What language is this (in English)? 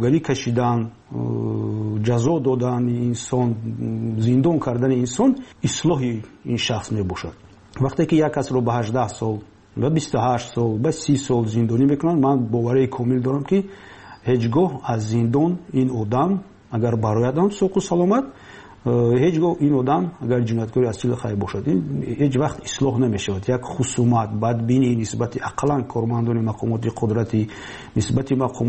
Persian